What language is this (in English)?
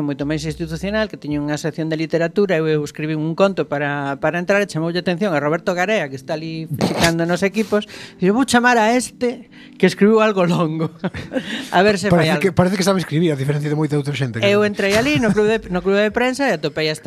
Galician